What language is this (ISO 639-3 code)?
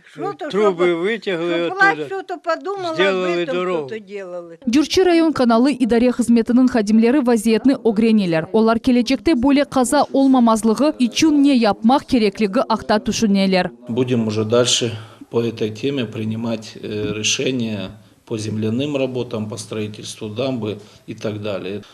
crh